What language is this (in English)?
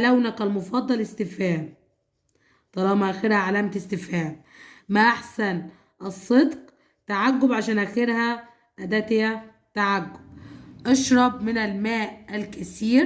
Egyptian Arabic